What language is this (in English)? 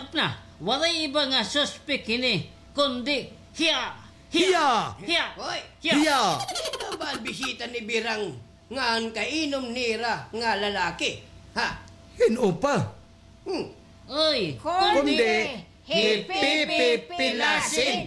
Waray